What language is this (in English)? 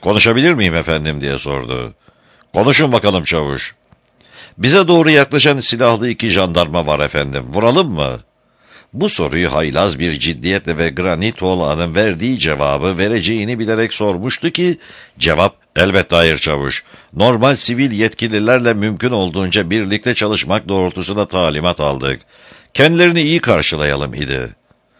Turkish